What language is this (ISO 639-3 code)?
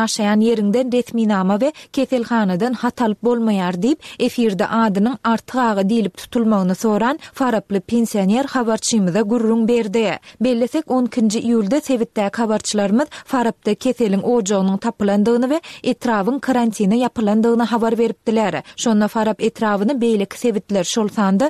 tuk